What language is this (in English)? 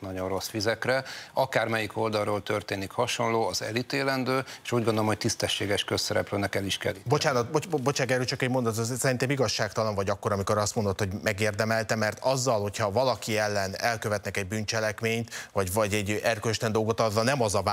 Hungarian